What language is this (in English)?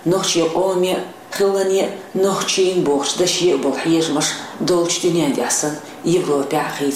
Chechen